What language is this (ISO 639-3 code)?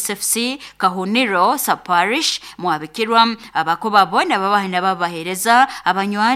nyo